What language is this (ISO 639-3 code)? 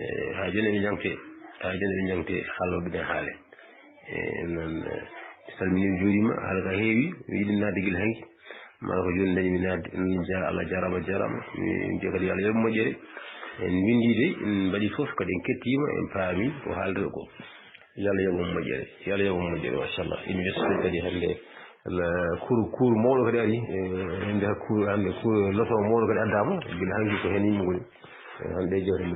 ful